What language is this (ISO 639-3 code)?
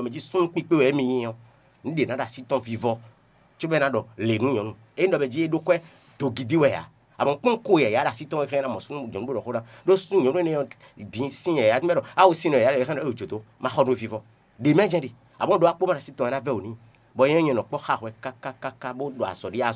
fon